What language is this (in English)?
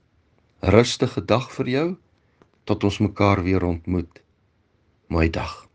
Afrikaans